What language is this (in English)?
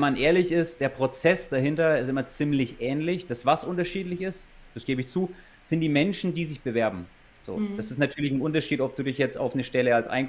German